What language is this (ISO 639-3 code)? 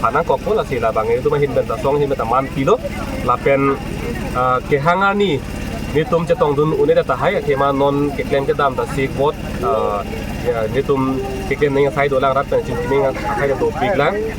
mjw